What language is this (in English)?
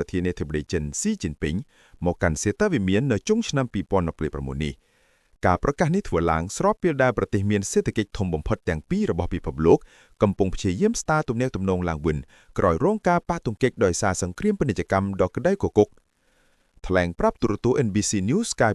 Khmer